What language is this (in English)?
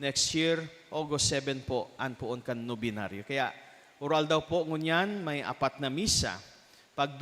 Bikol